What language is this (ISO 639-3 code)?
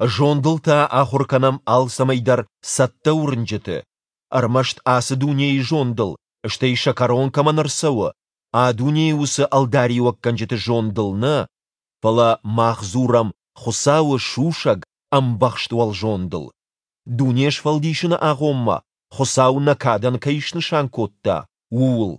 oss